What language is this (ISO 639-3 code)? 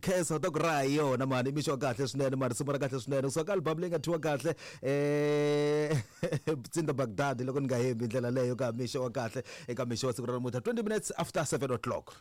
tso